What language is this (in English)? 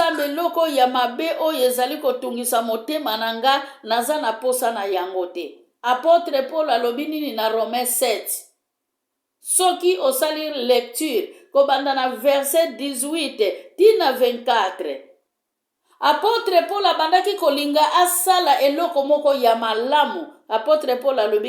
Lingala